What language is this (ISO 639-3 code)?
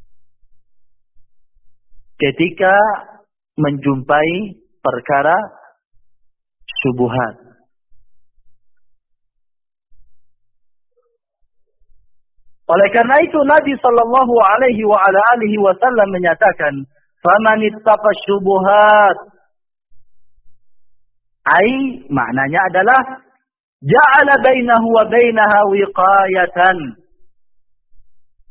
ind